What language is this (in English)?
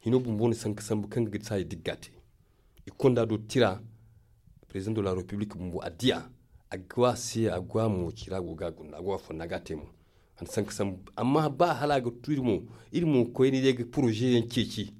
Zarma